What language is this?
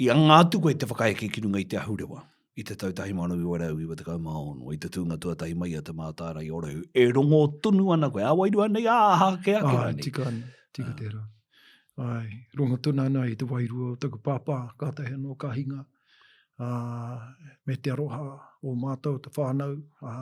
Māori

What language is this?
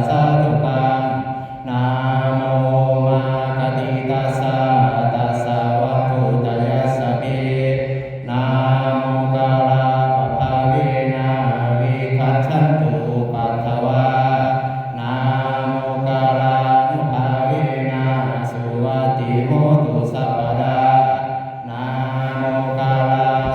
Pali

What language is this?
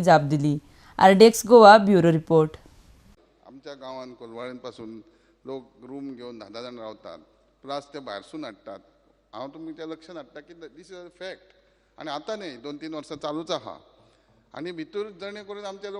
Konkani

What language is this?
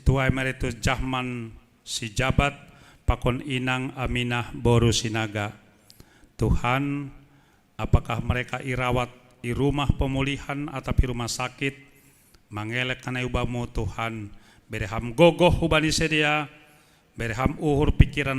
Batak Simalungun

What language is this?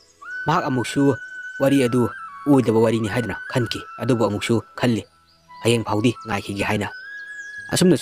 Manipuri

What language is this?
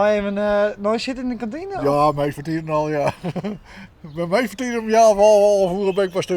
Western Frisian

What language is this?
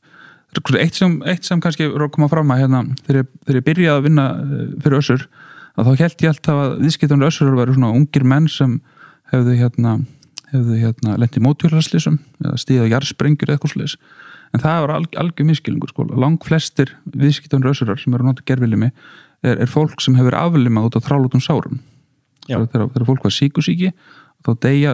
Icelandic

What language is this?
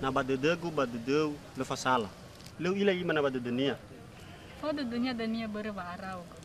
Nias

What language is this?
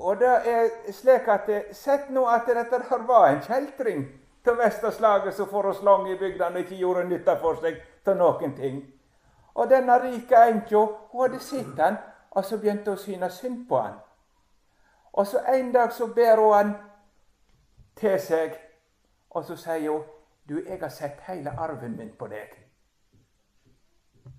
Norwegian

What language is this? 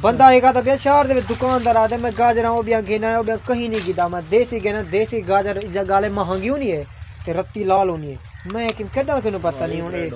Saraiki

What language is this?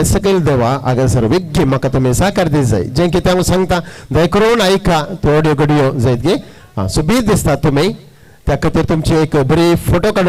Konkani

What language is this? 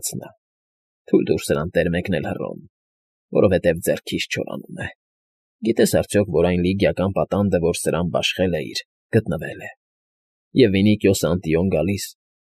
Armenian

